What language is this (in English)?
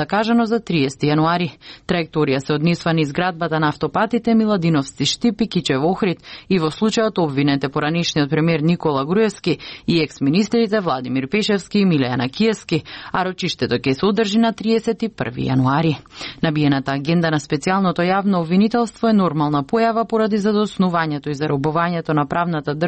Macedonian